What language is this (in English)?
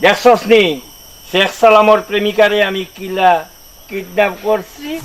Sylheti